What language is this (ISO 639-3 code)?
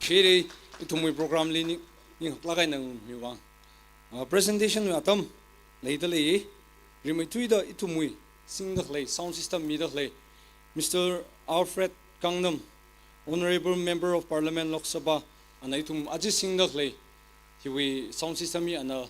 nmf